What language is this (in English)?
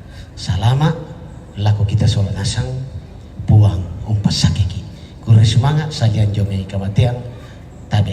Toraja-Sa'dan